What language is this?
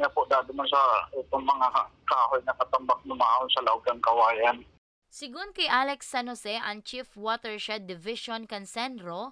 Bikol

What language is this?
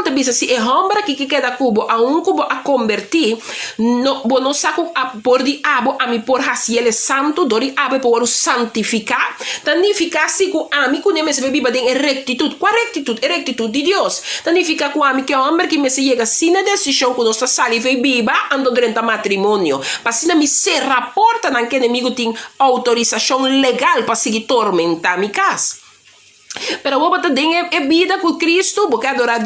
Papiamento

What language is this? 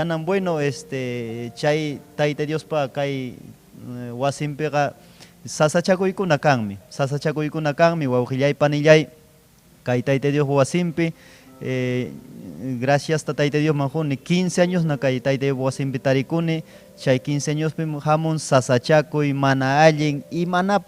Ayacucho Quechua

